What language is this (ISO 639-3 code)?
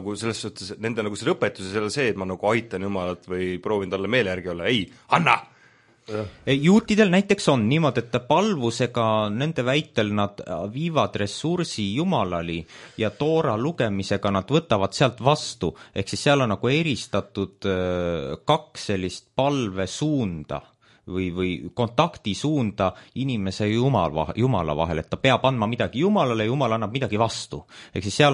est